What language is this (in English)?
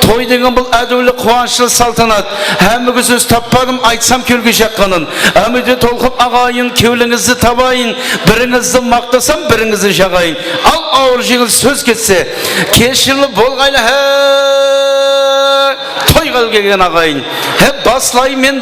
Kara-Kalpak